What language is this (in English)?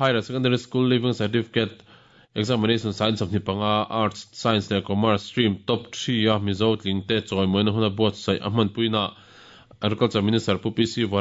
Mizo